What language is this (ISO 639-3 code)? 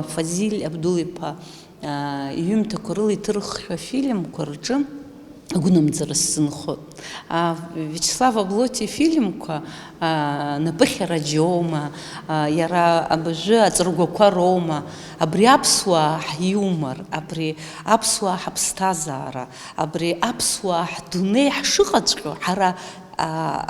abk